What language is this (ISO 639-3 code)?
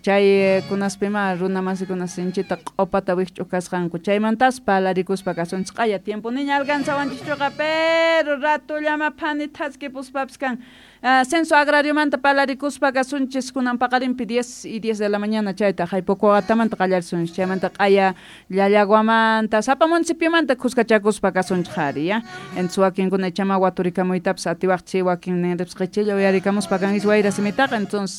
quh